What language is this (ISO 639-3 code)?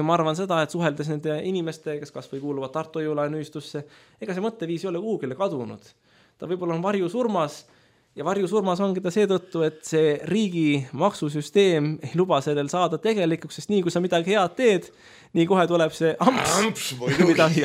est